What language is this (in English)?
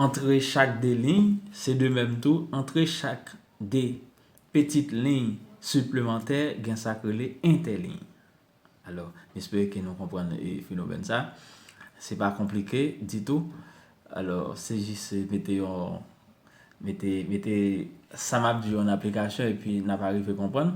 Haitian Creole